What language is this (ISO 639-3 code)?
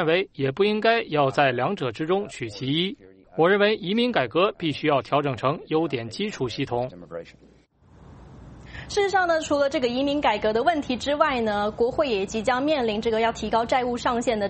zho